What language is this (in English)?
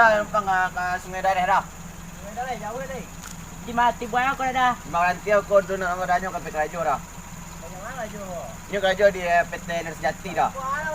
Minangkabau